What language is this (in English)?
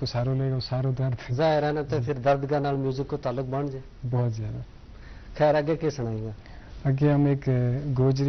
Gujari